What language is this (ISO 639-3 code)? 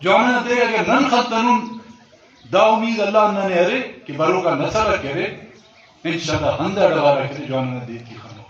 brh